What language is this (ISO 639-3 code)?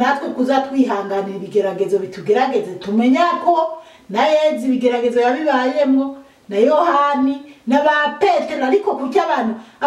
run